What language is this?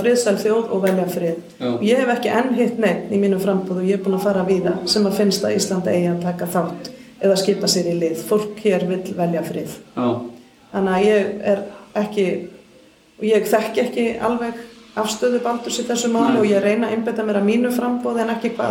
Icelandic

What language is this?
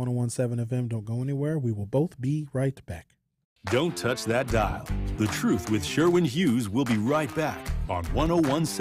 English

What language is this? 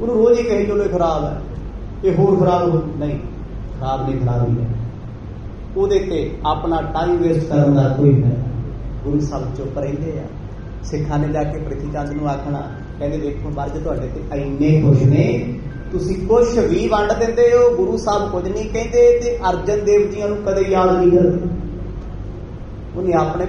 Punjabi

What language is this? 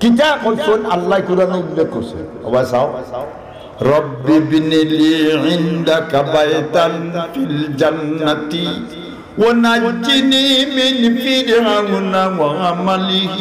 Sylheti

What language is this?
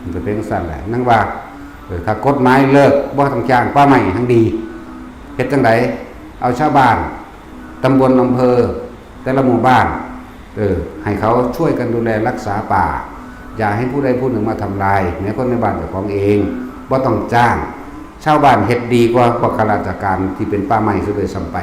Lao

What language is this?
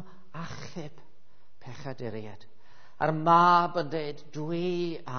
Welsh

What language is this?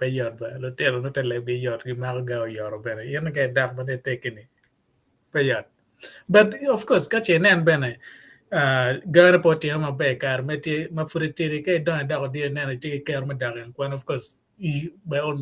Acoli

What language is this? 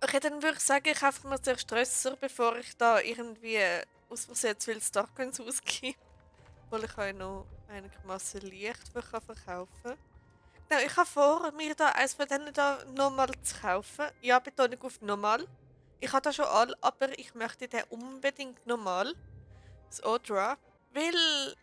Swiss German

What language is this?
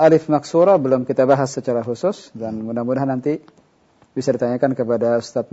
Indonesian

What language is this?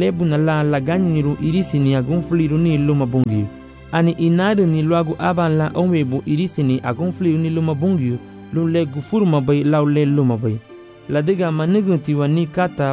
Garifuna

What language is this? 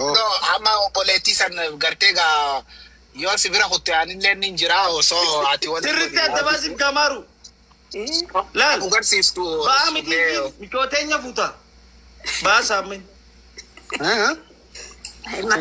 Oromo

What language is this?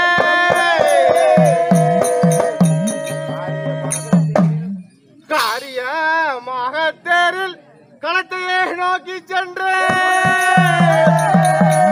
Tamil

